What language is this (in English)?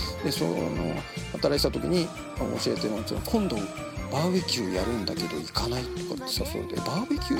Japanese